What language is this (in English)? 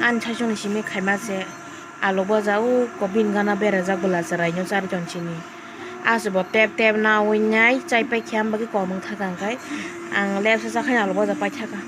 Kok Borok